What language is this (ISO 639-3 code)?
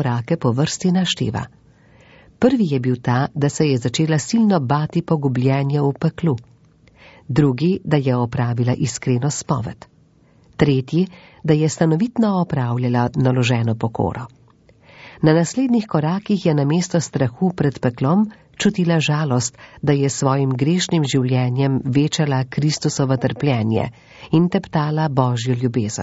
slv